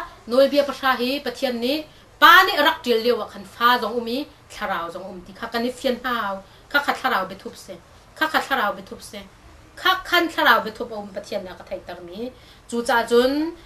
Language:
Hakha Chin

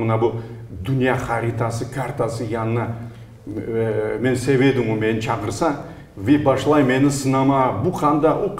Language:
Crimean Tatar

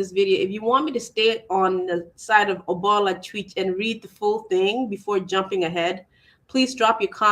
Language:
Acoli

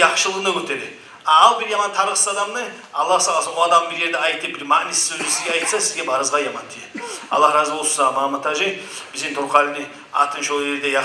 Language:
Kumyk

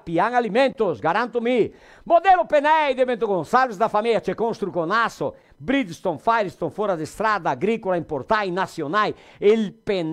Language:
Venetian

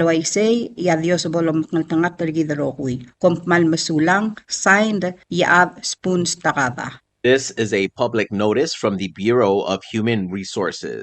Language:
Palauan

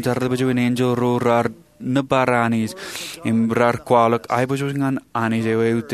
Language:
Marshallese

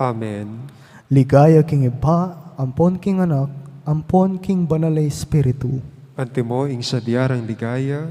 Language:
Pampanga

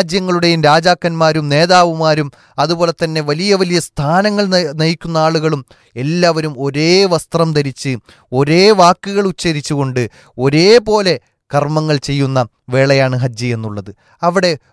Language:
Malayalam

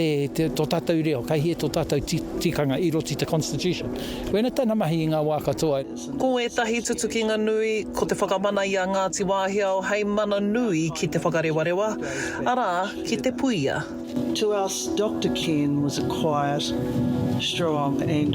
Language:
Māori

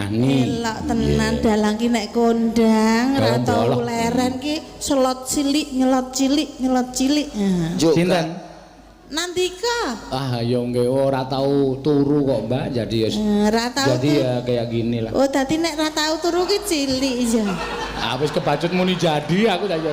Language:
Javanese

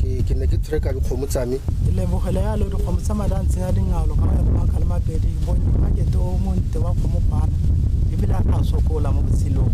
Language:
Tswana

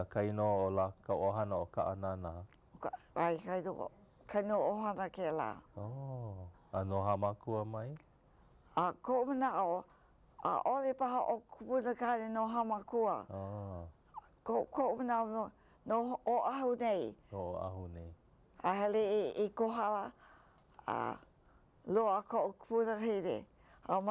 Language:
Hawaiian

